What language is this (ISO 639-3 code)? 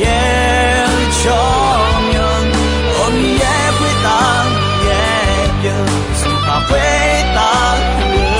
ahk